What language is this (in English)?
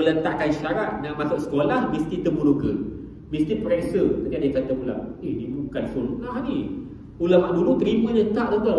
Malay